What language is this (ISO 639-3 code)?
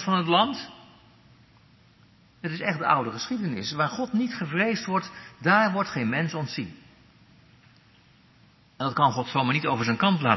nld